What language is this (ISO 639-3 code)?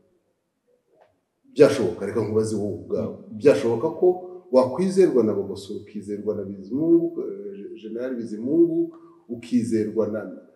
kin